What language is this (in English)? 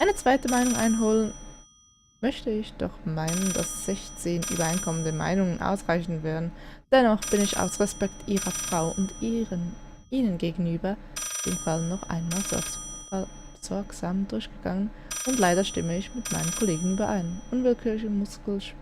Swiss German